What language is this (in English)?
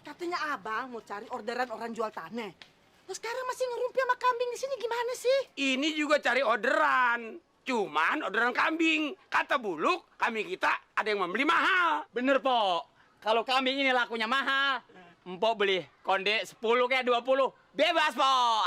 Betawi